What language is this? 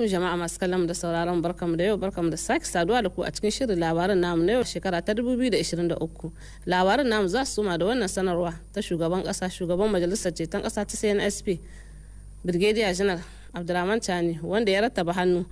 Hausa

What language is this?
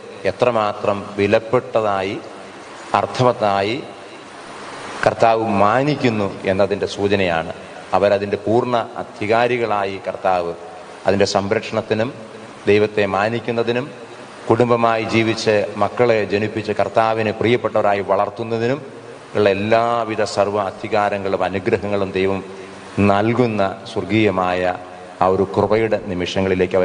Malayalam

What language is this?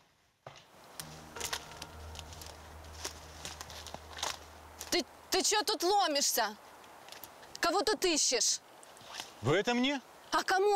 Russian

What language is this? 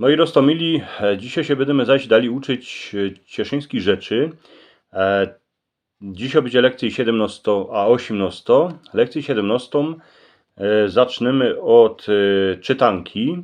Silesian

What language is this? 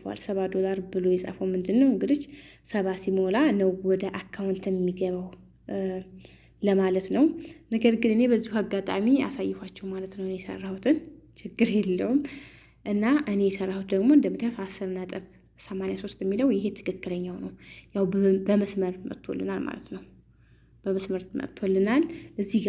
Amharic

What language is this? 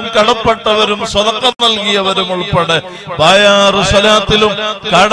Malayalam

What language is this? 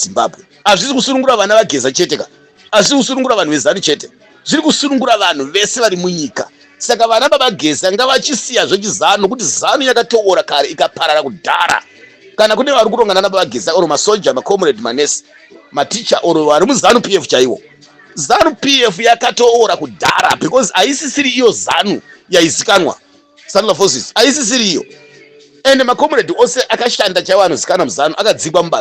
Shona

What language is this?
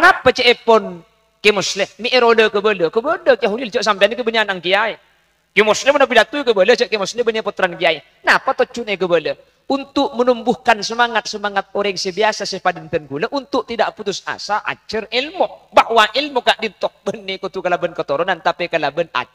Madurese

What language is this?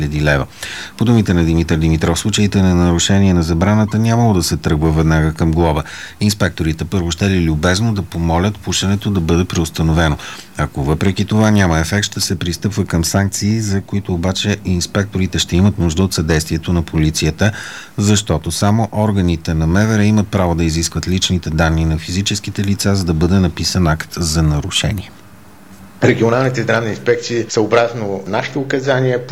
Bulgarian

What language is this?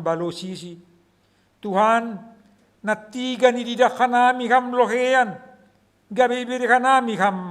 Batak Simalungun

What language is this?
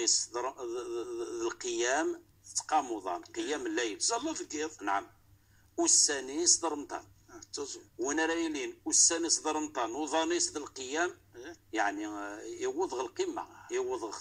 Kabyle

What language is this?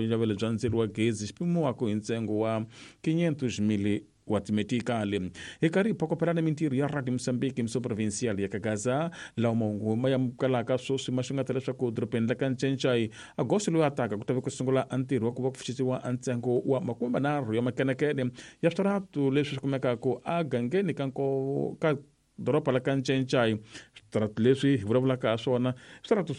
Tsonga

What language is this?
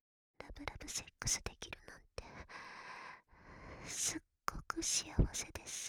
Japanese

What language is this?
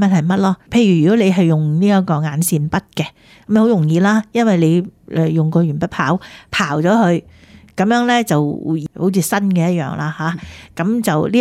Cantonese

